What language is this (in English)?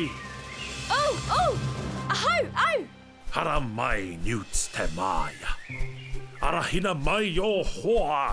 Māori